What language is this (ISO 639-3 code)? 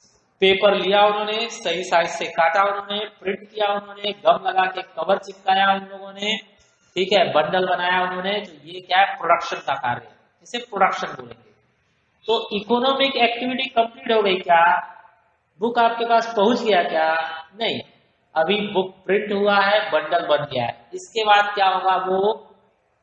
hin